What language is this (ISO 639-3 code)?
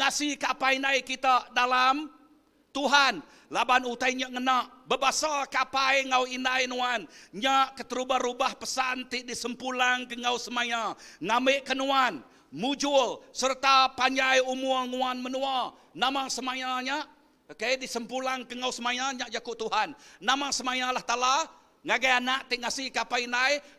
iba